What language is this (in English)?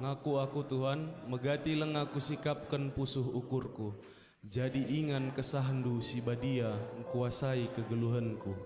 Batak Karo